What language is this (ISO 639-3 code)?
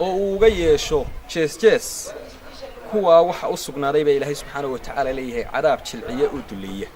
som